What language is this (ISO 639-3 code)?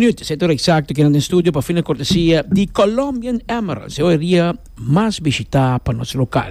pap